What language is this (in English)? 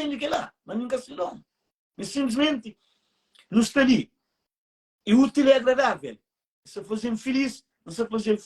Kabuverdianu